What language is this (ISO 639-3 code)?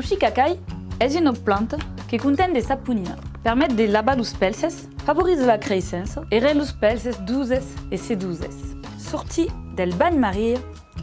oci